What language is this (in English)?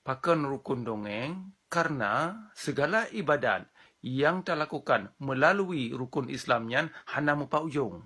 Achinese